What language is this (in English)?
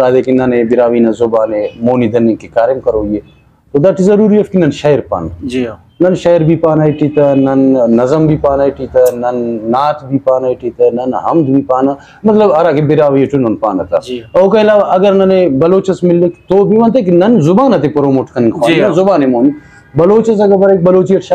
Brahui